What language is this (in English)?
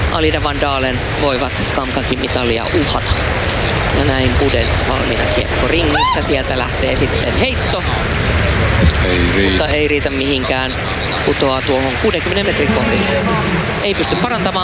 Finnish